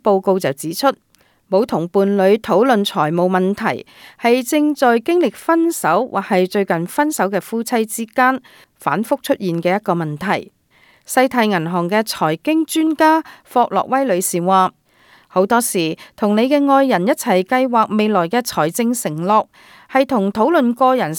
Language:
Cantonese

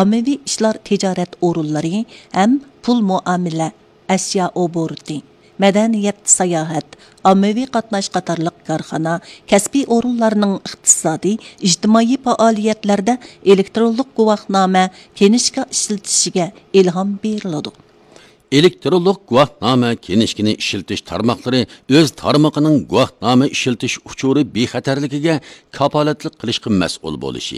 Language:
Uyghur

